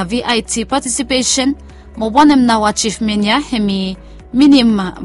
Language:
Bislama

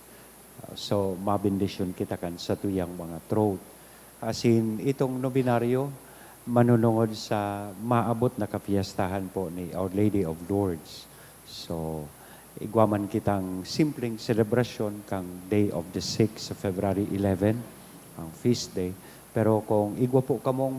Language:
Bikol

